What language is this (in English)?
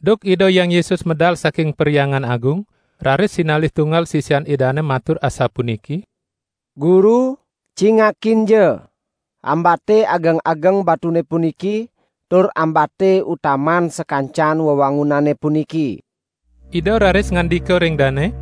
Balinese